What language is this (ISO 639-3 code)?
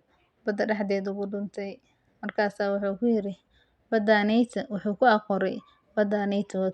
som